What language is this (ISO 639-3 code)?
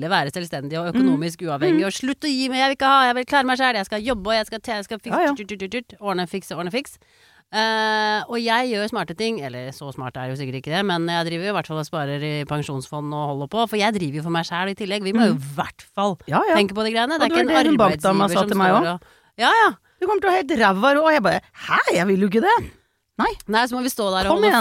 nor